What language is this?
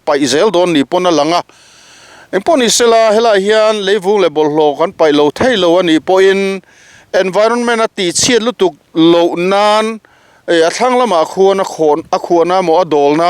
Mizo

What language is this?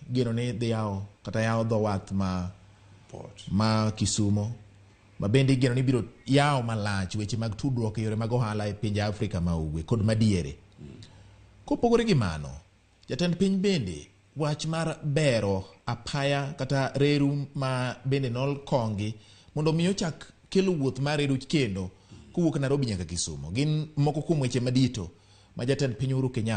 Luo (Kenya and Tanzania)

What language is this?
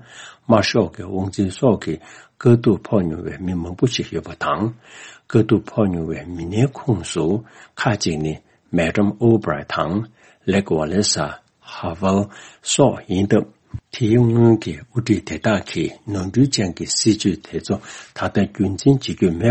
Tibetan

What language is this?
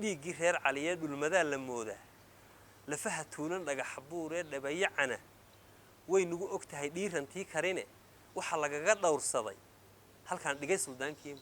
Somali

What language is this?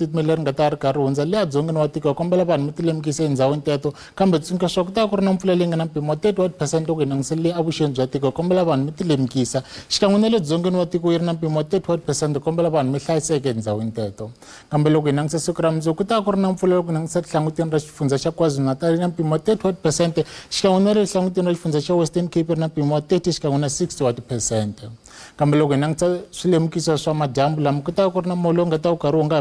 Tsonga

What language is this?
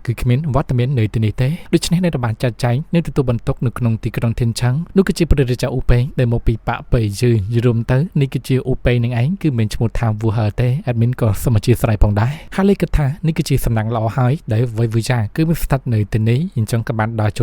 Khmer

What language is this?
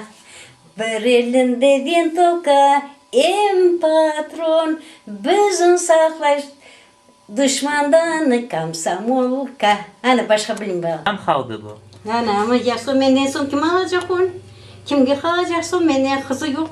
Crimean Tatar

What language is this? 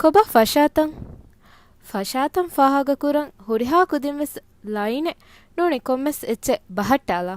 Divehi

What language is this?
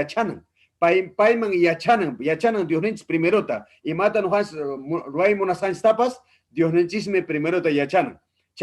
Ayacucho Quechua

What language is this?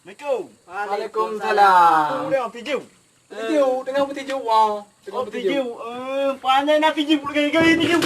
Achinese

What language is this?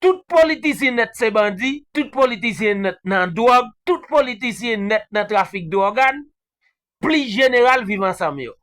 Haitian Creole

